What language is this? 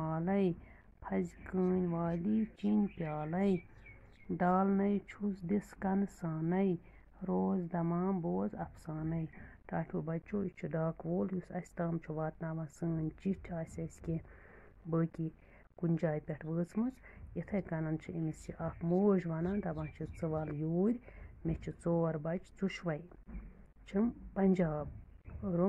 Kashmiri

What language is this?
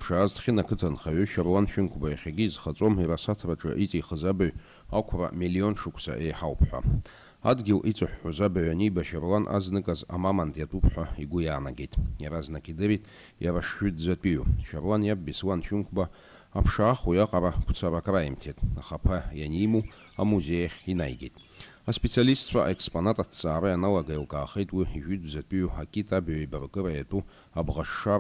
Abkhazian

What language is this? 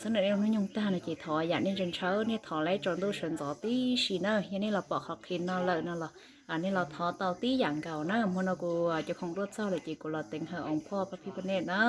Hmong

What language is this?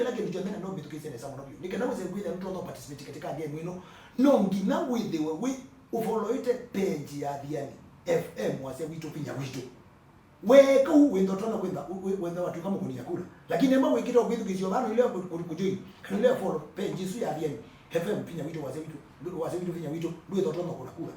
Kamba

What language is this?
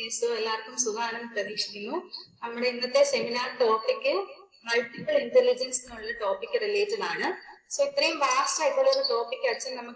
Malayalam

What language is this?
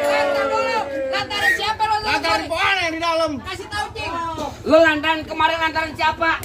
Betawi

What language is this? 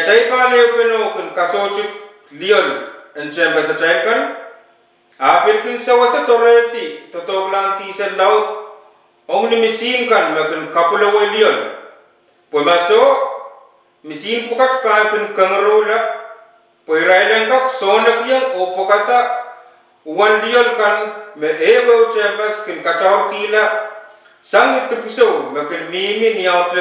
Pohnpeian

